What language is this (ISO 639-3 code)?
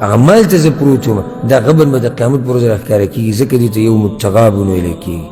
pus